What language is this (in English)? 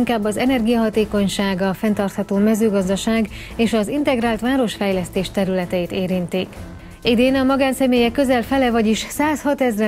Hungarian